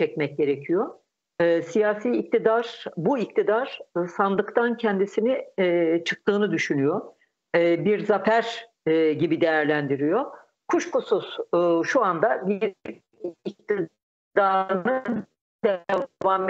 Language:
Turkish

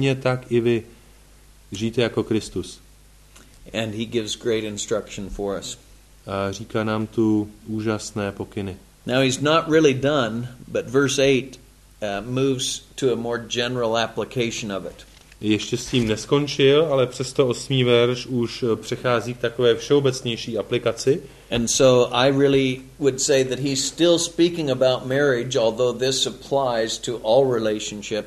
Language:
Czech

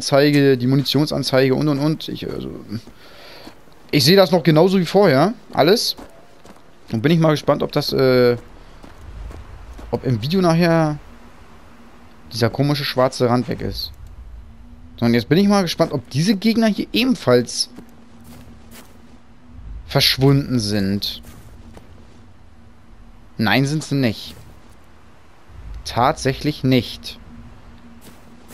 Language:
German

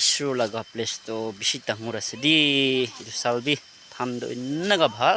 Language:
Naga Pidgin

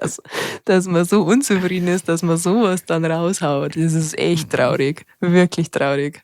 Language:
Bavarian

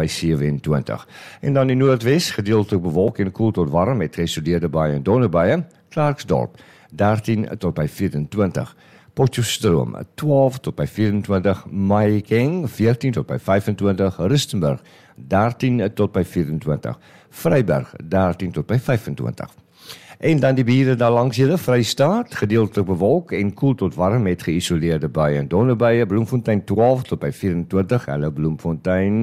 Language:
Afrikaans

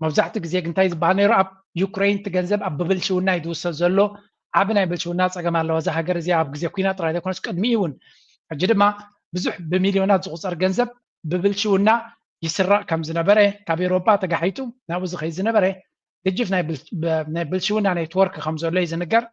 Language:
Tigrinya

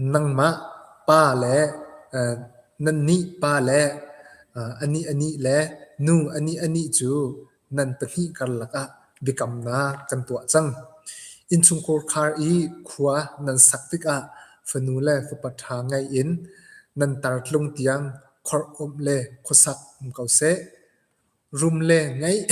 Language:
Hakha Chin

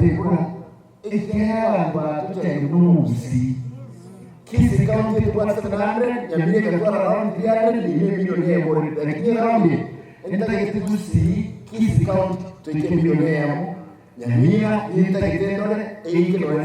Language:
Gusii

